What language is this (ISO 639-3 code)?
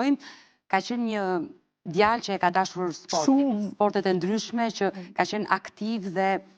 sqi